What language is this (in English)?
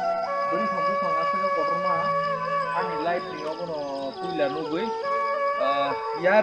Kok Borok